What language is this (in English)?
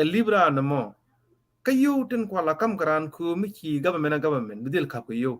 Nuer